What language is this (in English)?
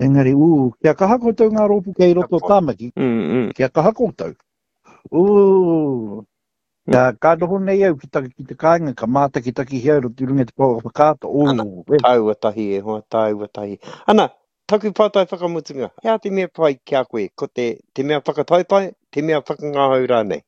Māori